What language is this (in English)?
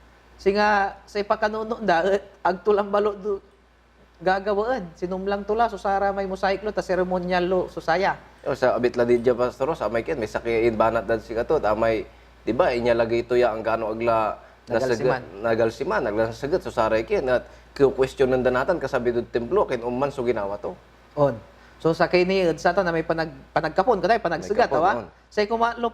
Pangasinan